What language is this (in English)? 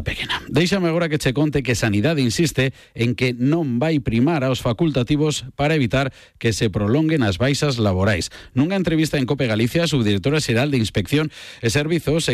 Galician